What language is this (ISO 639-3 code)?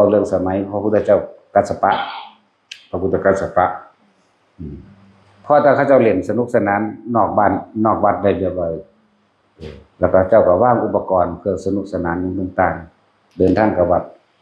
tts